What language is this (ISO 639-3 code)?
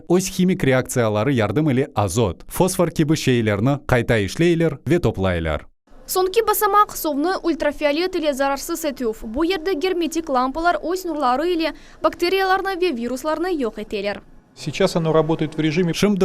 crh